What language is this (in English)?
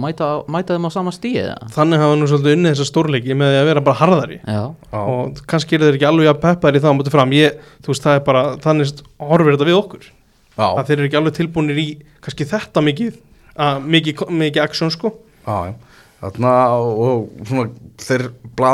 Icelandic